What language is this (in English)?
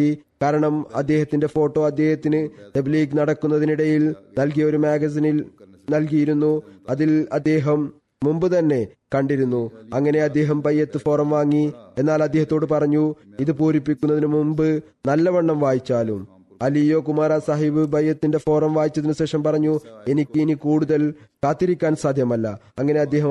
Malayalam